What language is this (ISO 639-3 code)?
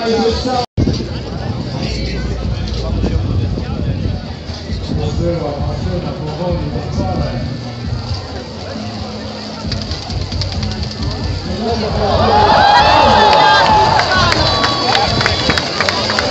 pol